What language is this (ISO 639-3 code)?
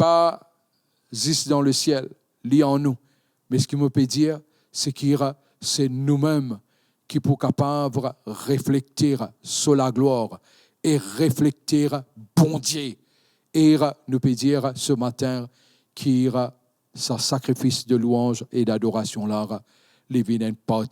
mfe